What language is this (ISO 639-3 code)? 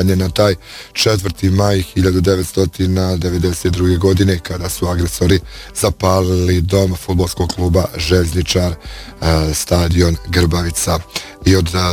bos